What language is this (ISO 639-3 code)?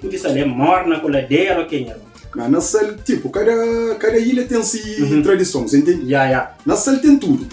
kea